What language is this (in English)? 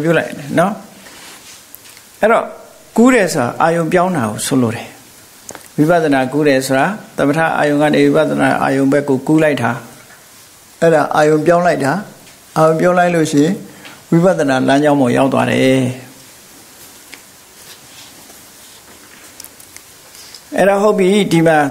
Burmese